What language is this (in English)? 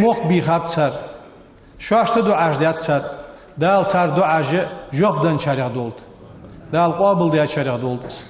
Ingush